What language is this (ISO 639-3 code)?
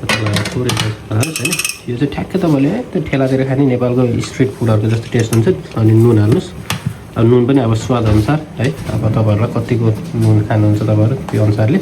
nep